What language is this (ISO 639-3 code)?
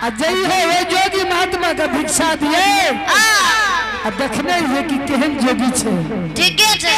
anp